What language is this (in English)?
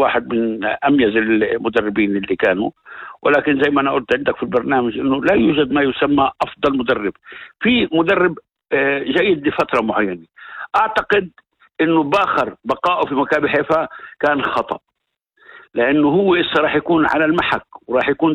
North Levantine Arabic